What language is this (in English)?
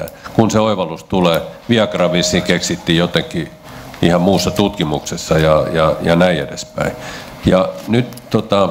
Finnish